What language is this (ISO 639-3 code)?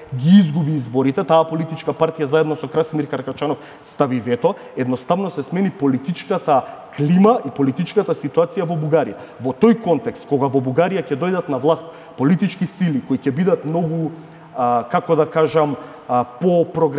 mkd